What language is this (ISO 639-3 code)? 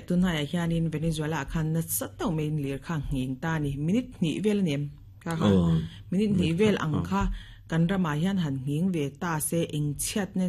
lus